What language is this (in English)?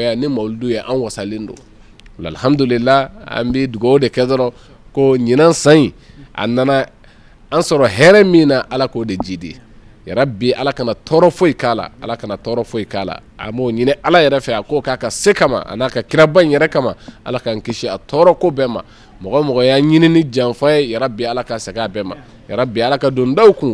Bambara